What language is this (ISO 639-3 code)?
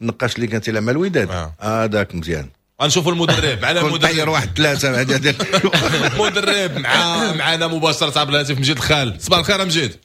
ary